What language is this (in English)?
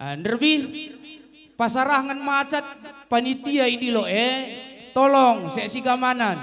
Batak Karo